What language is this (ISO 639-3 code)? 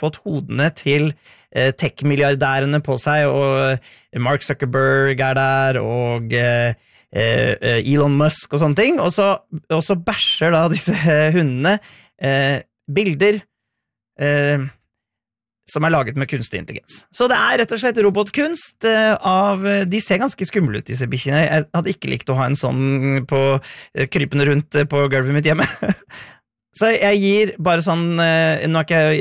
nor